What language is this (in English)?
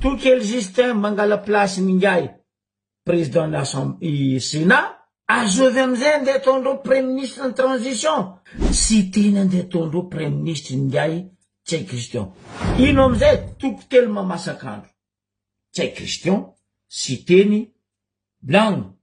Malagasy